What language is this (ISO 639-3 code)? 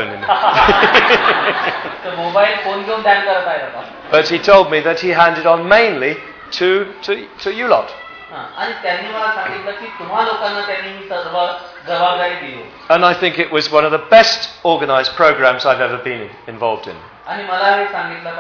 mar